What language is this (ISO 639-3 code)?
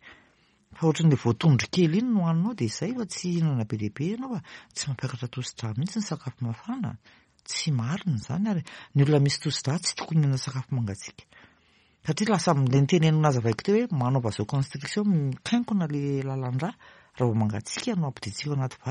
mlg